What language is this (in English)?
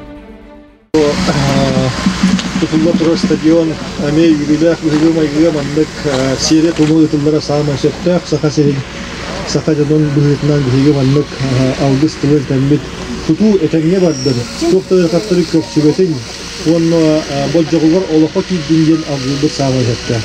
Yakut